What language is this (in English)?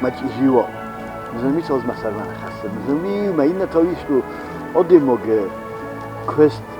Ossetic